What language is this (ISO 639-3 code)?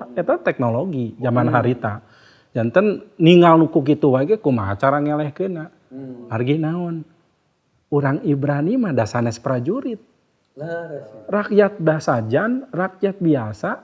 sun